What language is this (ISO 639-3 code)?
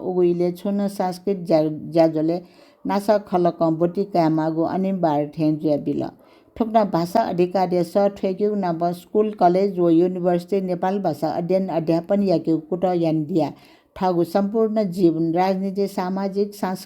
new